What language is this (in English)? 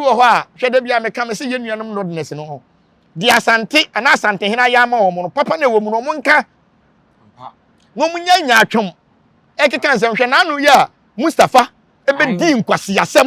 Akan